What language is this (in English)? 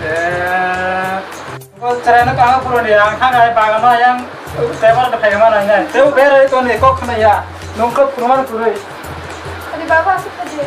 Kok Borok